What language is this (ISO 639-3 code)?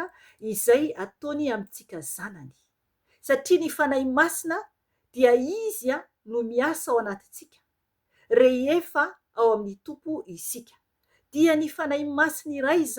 mlg